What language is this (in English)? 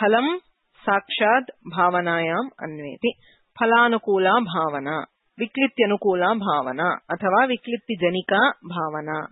Sanskrit